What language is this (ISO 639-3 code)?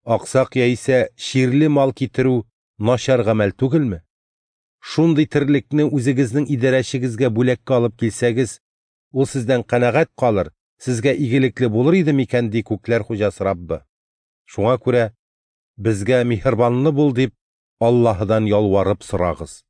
tat